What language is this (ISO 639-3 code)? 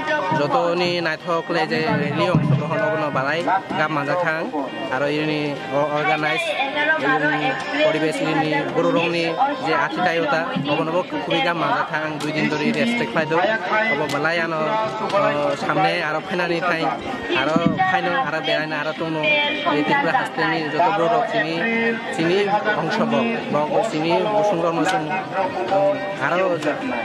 trp